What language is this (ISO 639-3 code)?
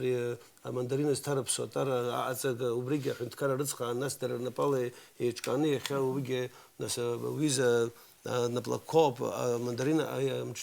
abk